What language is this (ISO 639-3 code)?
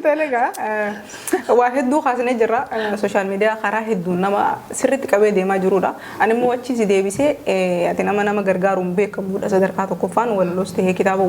orm